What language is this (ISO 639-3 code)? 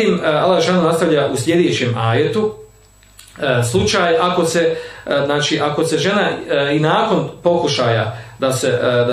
bos